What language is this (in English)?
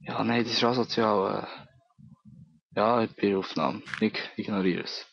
Swiss German